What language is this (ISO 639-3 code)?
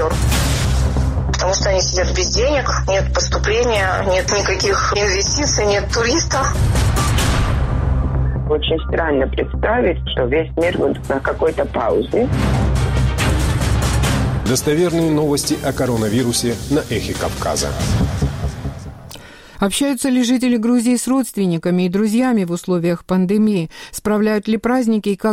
rus